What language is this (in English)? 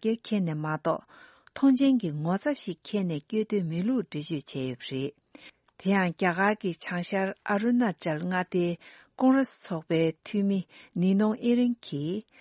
Tibetan